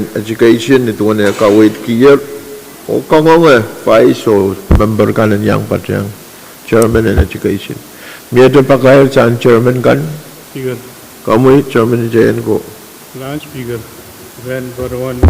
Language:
Pohnpeian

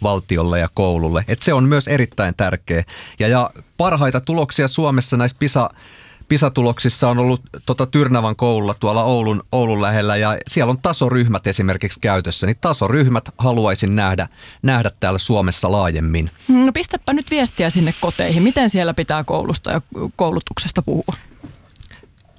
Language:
Finnish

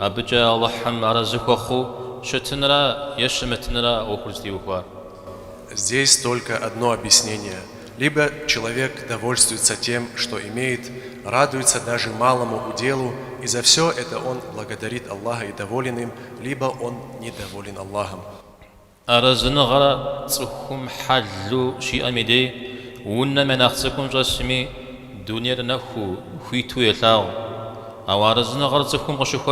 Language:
Kabardian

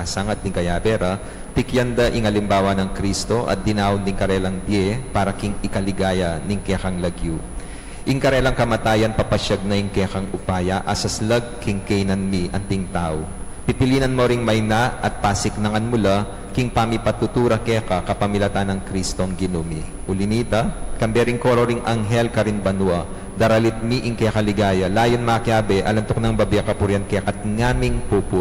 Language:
Pampanga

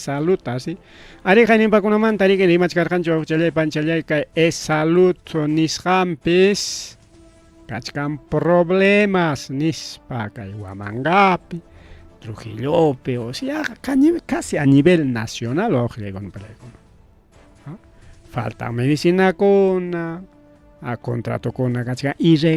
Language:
Ayacucho Quechua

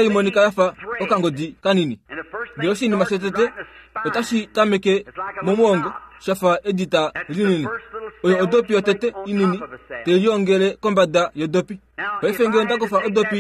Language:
Kuanyama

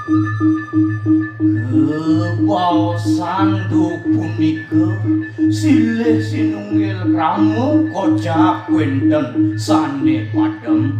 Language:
Balinese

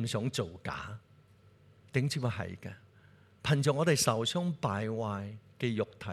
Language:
Cantonese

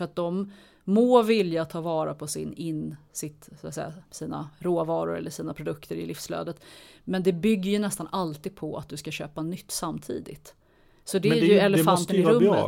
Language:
Swedish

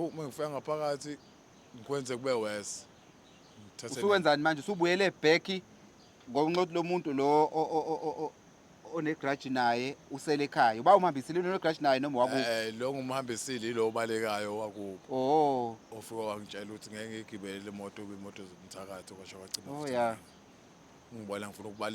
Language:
Zulu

